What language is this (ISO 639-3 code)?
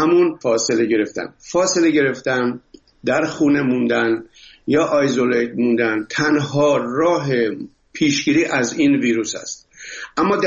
fas